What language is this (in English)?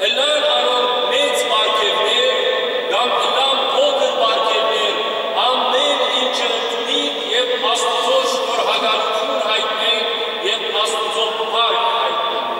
Western Armenian